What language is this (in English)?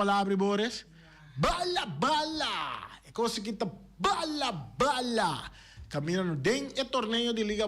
Papiamento